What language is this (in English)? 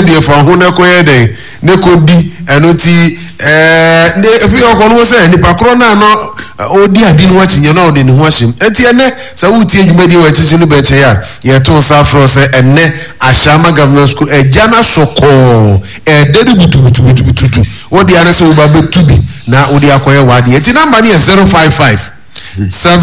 Akan